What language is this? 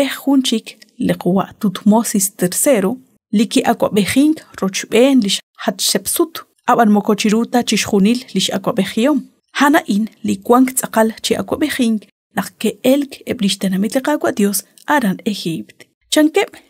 Kekchí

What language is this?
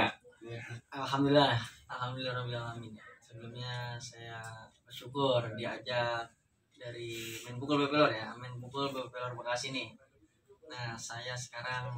Betawi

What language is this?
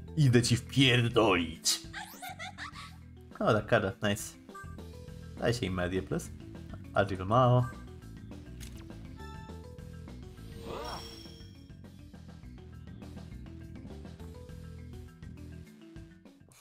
Polish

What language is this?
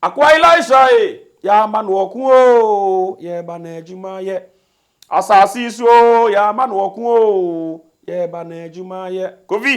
Akan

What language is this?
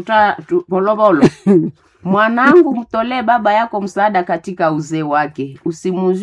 Swahili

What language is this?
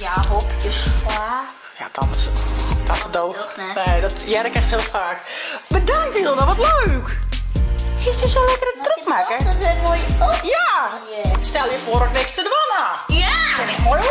Western Frisian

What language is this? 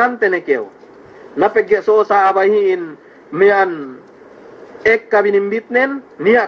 Yakan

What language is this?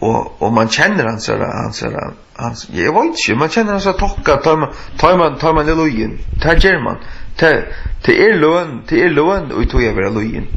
Faroese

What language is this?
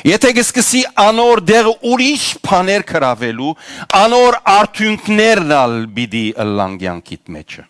Western Armenian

